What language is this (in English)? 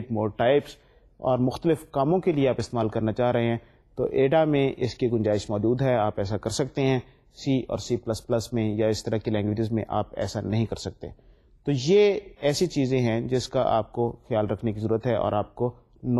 Urdu